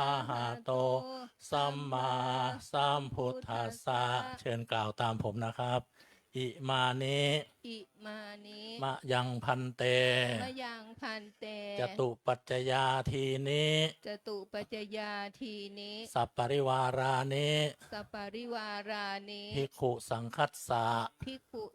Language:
Pali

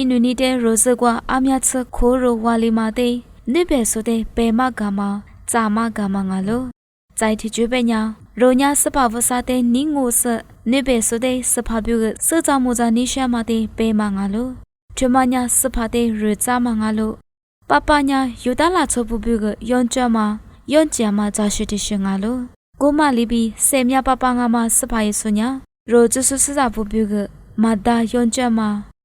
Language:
Lisu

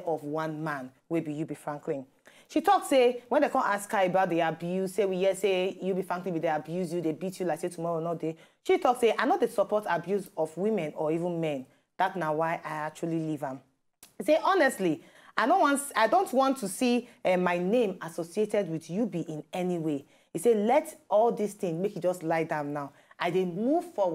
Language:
Nigerian Pidgin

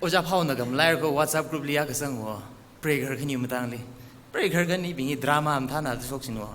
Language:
Tangkhul Naga (India)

